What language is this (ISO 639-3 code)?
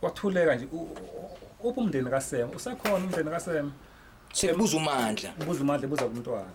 zul